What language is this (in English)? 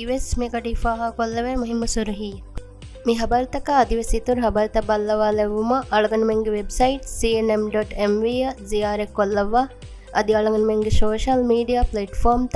Divehi